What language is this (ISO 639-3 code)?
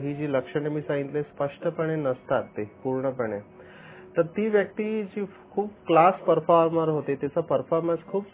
mar